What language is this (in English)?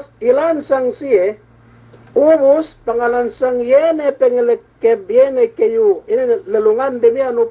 Yakan